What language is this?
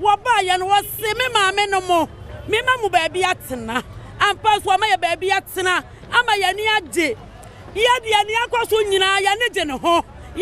Akan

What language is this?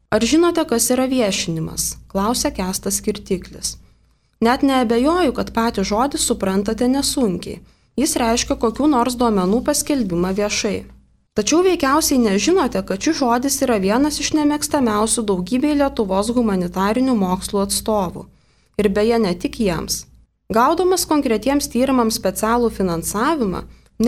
Lithuanian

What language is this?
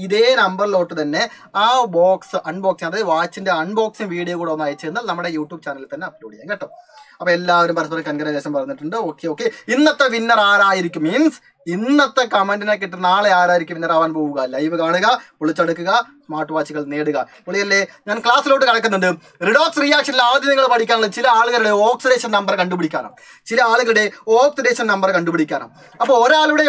Malayalam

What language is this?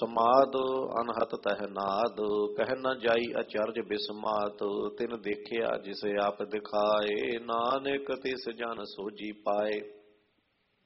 Punjabi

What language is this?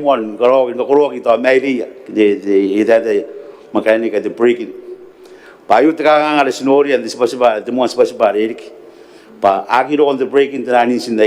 Gilbertese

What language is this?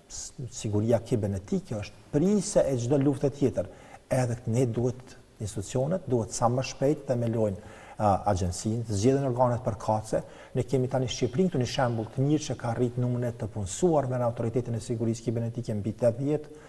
Albanian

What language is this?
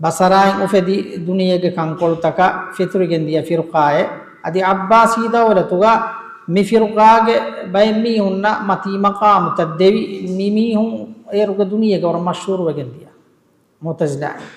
Divehi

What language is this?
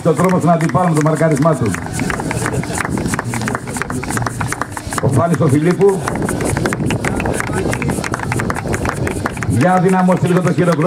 Greek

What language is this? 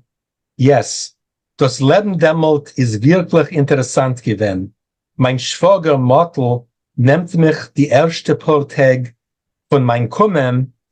Yiddish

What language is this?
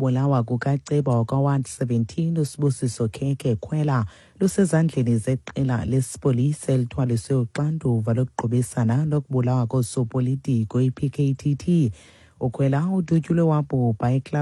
Xhosa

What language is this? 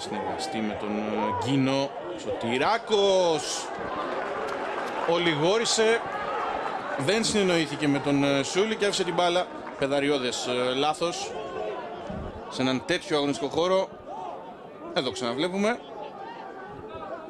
Greek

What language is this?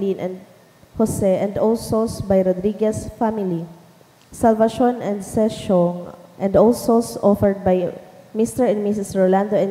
Bikol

